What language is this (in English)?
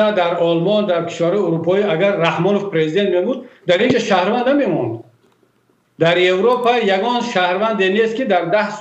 Tajik